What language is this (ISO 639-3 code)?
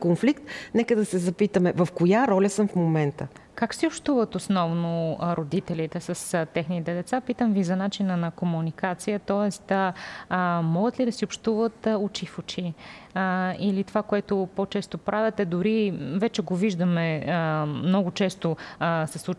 bul